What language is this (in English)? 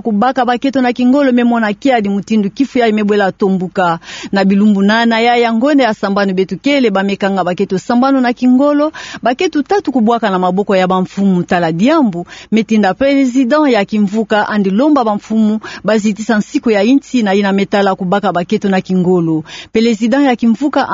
Kituba (Democratic Republic of Congo)